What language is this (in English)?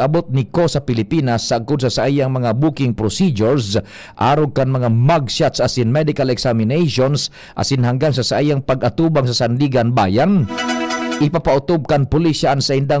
Bikol